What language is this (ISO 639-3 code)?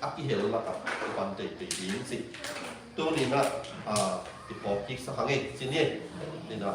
ctd